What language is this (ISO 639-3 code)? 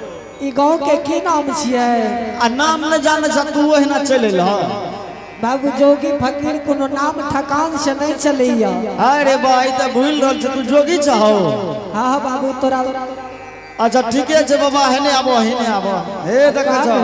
anp